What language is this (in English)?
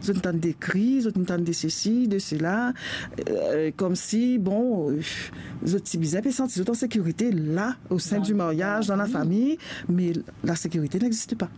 Morisyen